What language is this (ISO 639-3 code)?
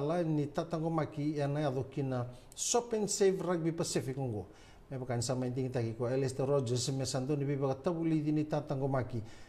fij